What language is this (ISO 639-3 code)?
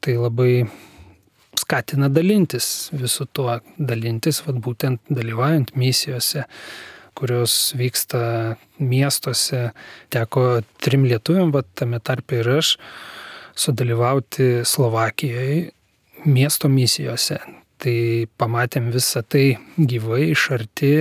lit